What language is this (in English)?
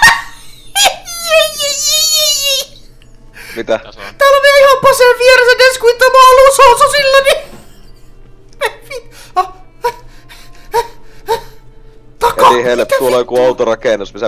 Finnish